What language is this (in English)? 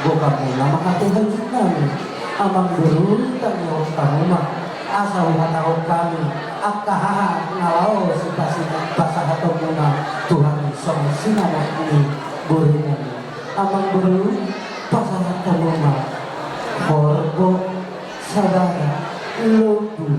Batak Toba